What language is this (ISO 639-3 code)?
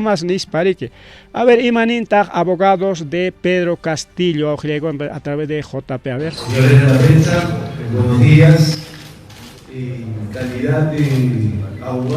quy